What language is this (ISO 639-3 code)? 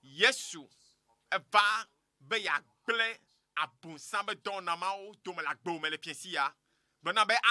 ewe